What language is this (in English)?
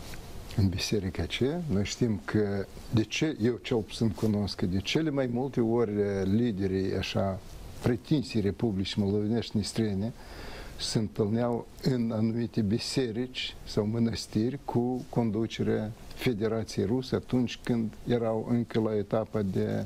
Romanian